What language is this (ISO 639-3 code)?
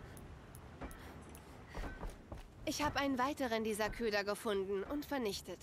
deu